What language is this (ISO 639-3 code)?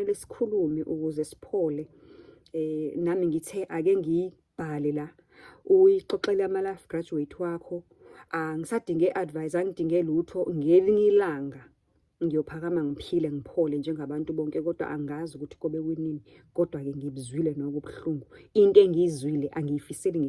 zul